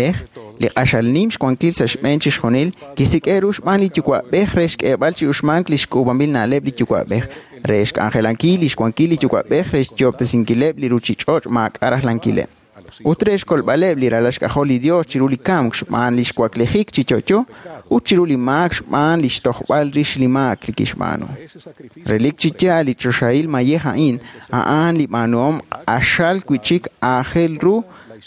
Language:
Kekchí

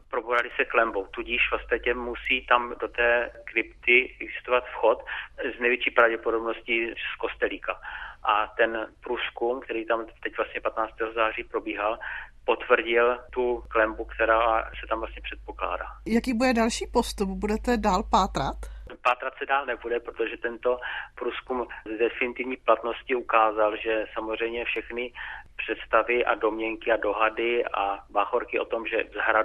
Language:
Czech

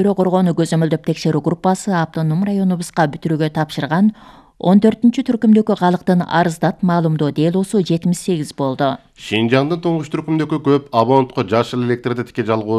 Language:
Kyrgyz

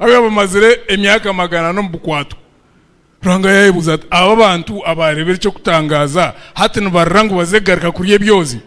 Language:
Nyankole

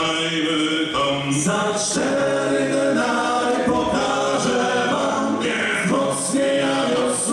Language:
Polish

